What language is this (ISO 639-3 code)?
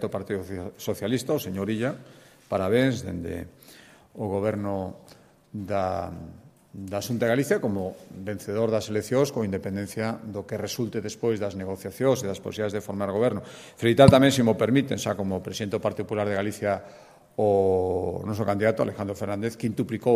glg